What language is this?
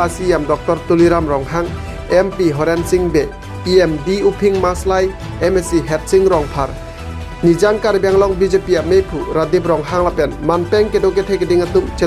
Karbi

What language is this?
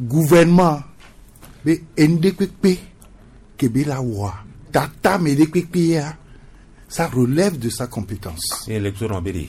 Gen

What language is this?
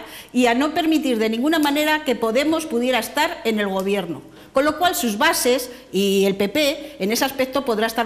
Spanish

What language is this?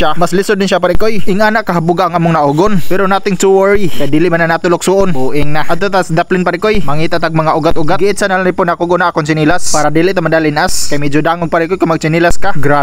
Cebuano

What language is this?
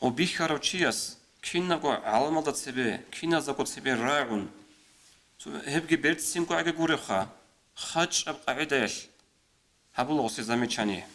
Avaric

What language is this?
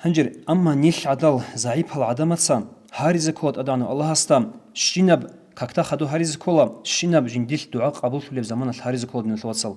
Avaric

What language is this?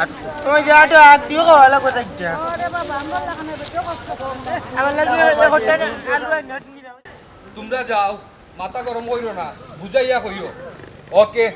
Sylheti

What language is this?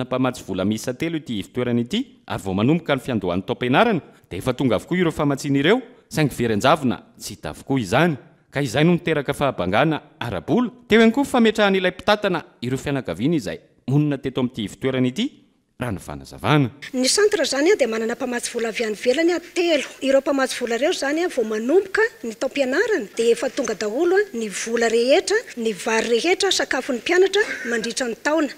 Malagasy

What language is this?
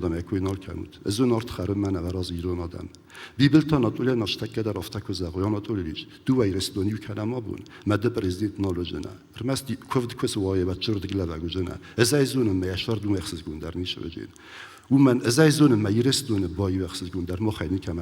Ossetic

